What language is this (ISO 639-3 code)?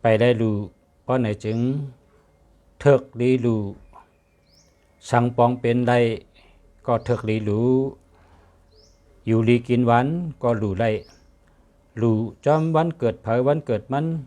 shn